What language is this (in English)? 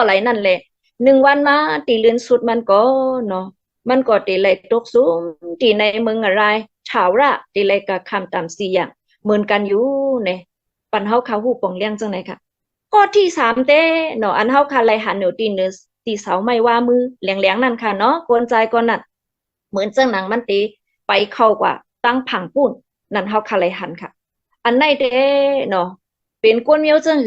Shan